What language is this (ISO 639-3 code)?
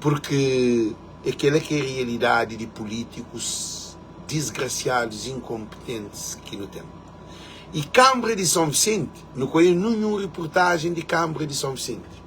kea